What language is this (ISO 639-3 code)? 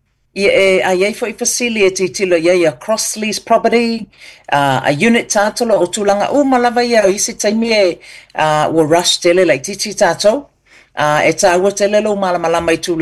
smo